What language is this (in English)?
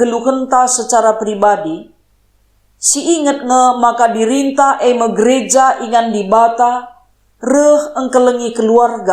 Batak Karo